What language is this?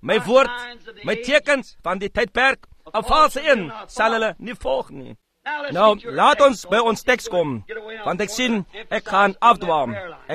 Afrikaans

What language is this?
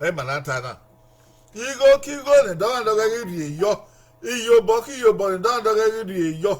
Bini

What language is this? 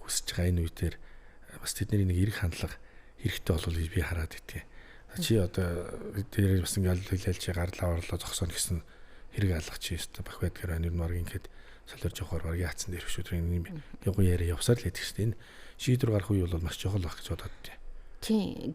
Mongolian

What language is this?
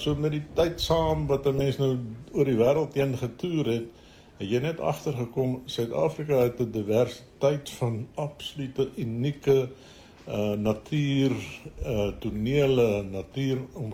Afrikaans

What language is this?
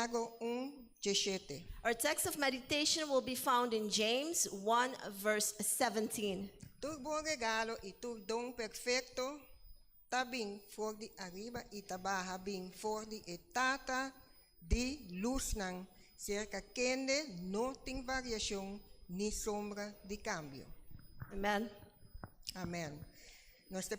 Papiamento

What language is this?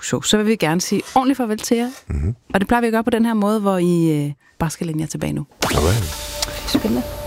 Danish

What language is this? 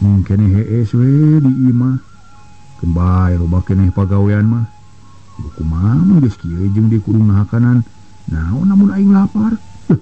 Sundanese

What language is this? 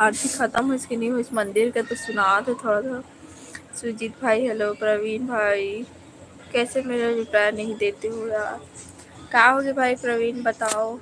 Chhattisgarhi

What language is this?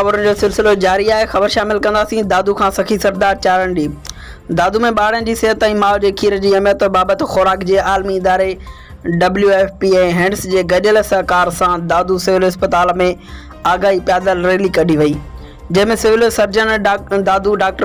Sindhi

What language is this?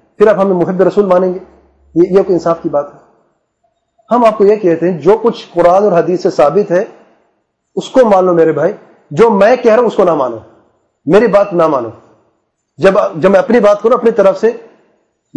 Urdu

